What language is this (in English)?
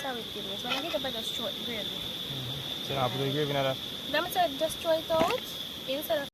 Jamaican Creole English